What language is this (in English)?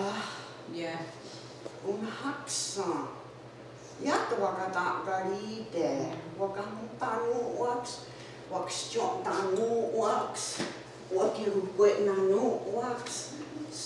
Mohawk